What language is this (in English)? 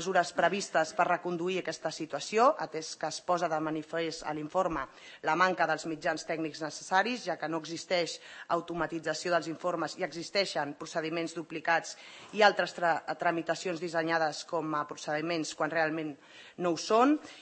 Catalan